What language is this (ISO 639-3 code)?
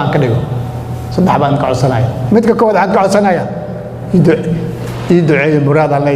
som